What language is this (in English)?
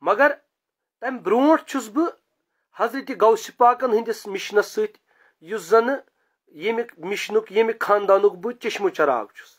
Kashmiri